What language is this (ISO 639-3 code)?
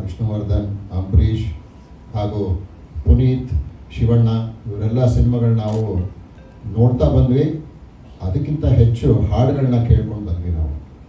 kan